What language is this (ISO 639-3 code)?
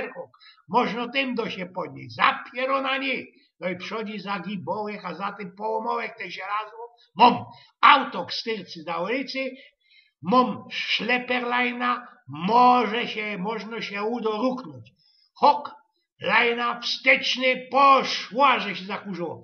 szl